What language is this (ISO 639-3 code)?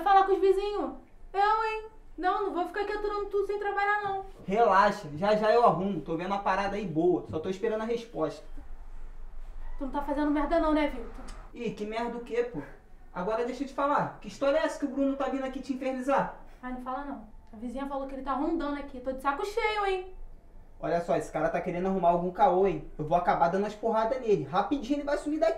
por